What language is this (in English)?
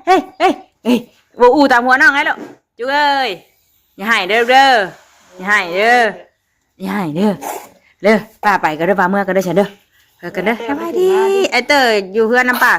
Northeastern Thai